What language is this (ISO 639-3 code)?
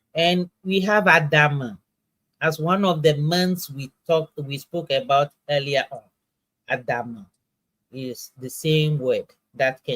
ewe